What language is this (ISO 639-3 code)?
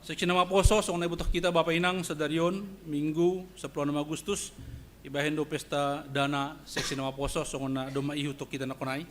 bts